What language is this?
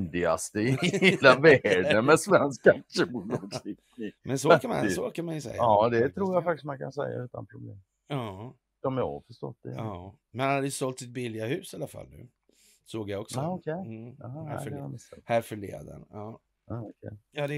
Swedish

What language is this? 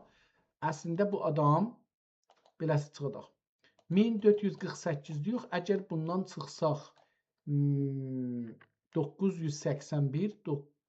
South Azerbaijani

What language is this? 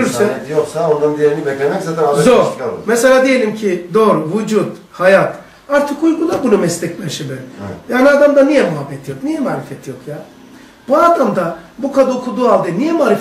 Turkish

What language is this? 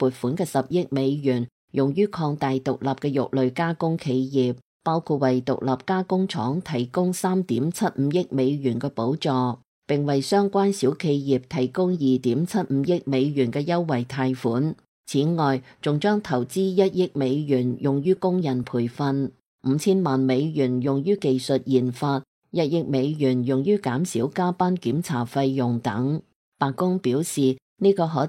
Cantonese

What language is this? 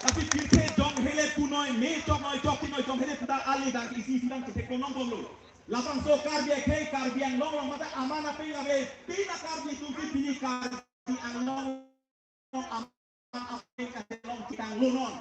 Karbi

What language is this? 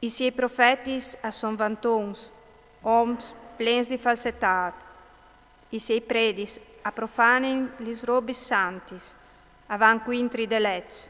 Friulian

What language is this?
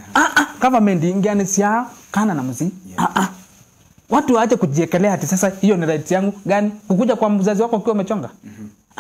Kamba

